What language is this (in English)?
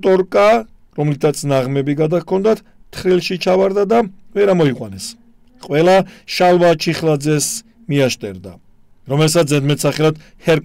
Georgian